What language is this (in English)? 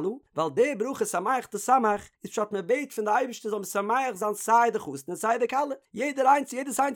Yiddish